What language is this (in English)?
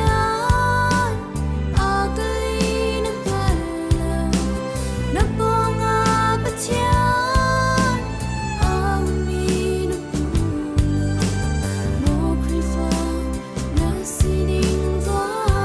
Hakha Chin